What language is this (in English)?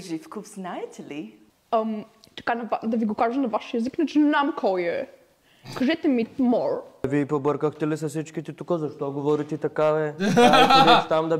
Bulgarian